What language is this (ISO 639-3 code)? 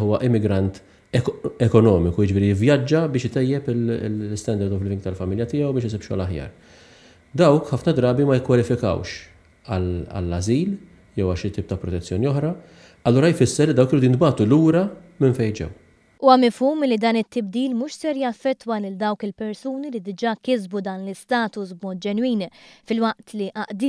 mlt